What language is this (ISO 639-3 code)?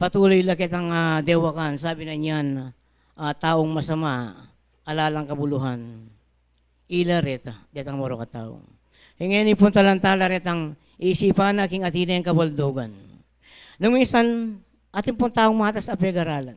pam